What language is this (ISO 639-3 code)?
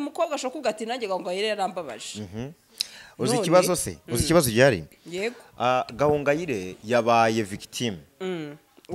kin